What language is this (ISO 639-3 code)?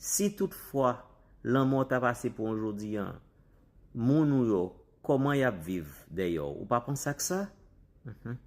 hat